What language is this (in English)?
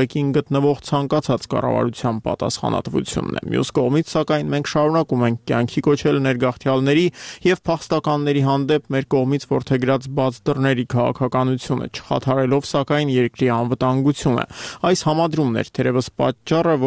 Armenian